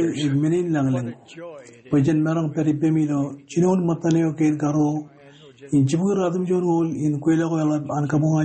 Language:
Marshallese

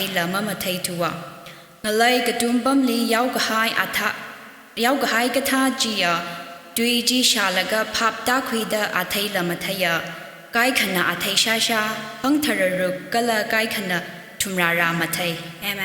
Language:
Tangkhul Naga (India)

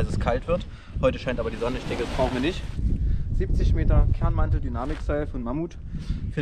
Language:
German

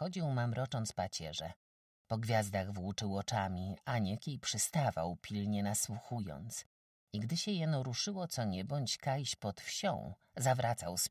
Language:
Polish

